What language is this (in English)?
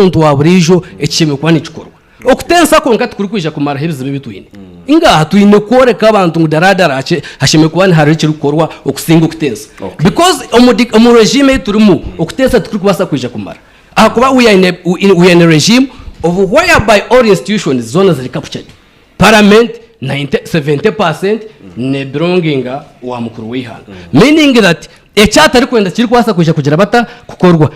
Nyankole